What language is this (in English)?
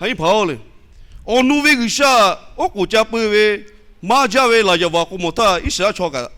Lahu